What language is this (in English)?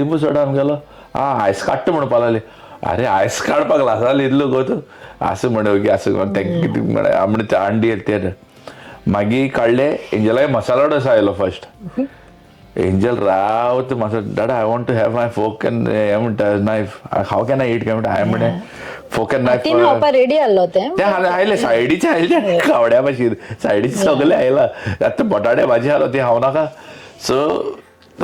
Konkani